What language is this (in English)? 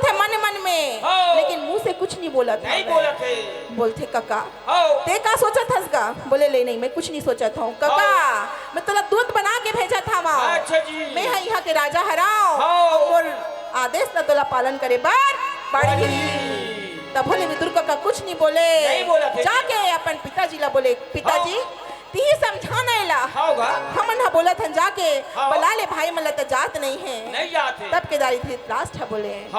Chhattisgarhi